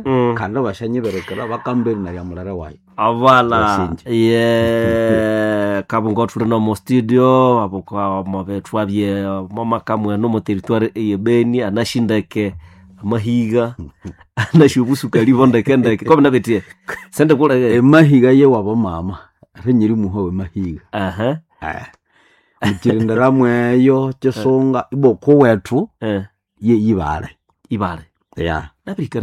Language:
Nande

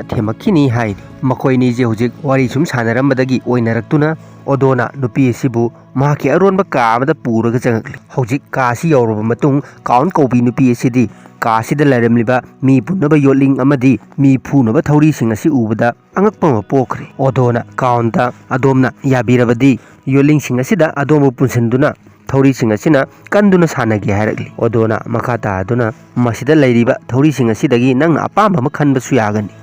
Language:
Manipuri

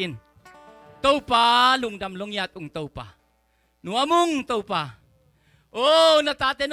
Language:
Tedim Chin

